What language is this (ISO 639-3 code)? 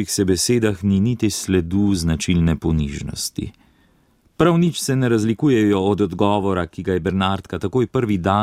slv